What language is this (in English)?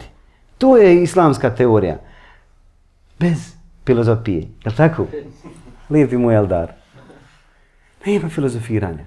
Bosnian